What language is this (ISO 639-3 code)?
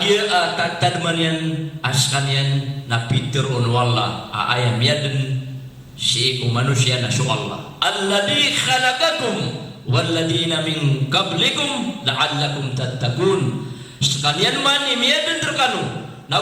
mrw